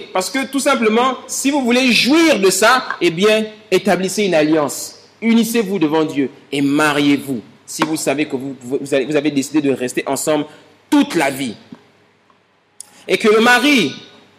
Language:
French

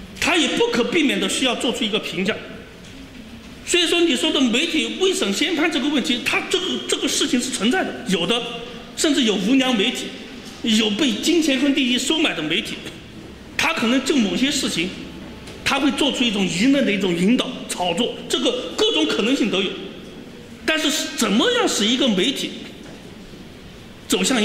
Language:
Chinese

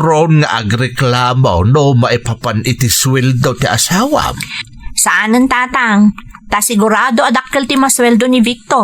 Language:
Iloko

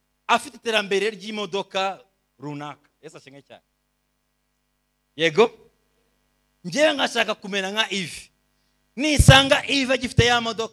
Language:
Kinyarwanda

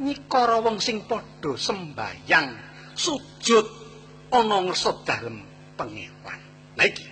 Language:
Javanese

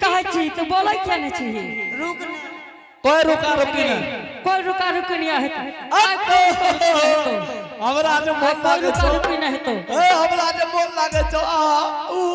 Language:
Angika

